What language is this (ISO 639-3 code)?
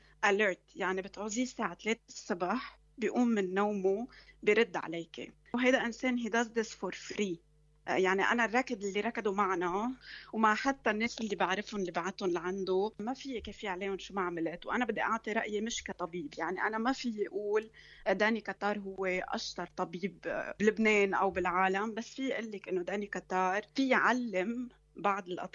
apc